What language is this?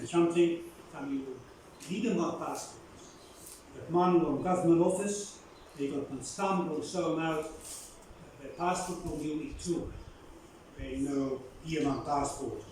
Bislama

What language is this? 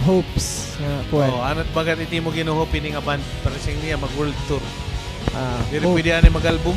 Waray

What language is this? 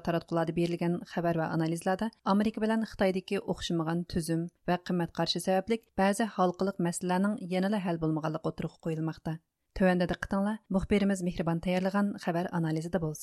Uyghur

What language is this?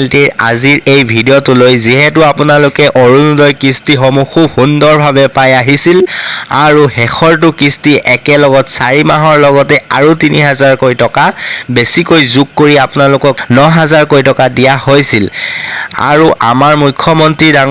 Assamese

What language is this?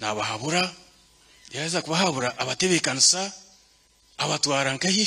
Nyankole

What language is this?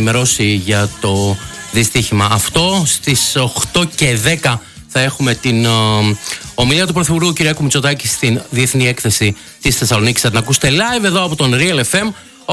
Greek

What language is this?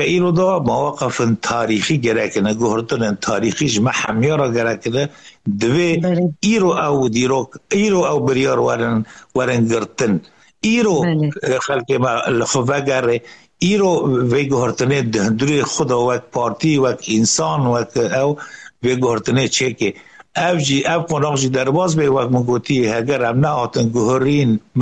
Kurdish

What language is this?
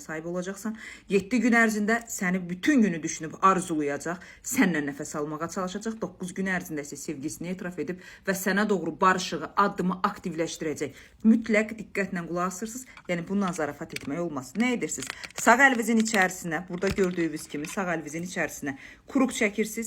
Azerbaijani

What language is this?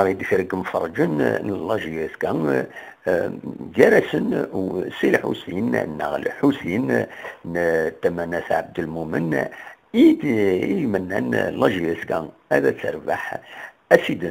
Kabyle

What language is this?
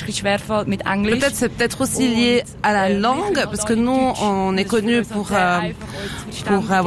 French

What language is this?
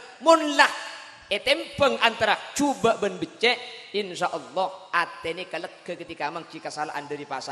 Madurese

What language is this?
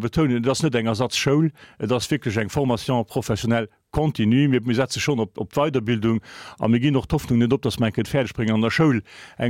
Luxembourgish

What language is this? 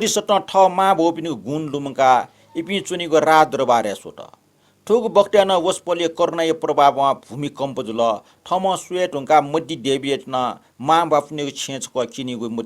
Newari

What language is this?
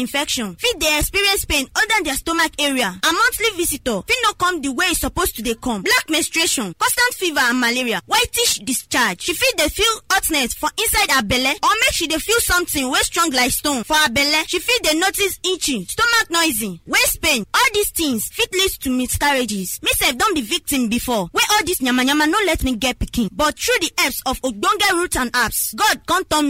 Nigerian Pidgin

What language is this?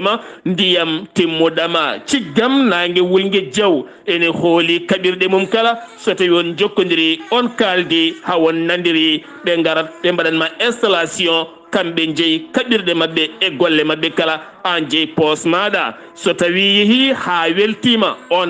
Fula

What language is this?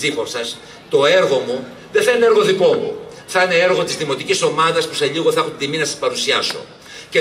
Greek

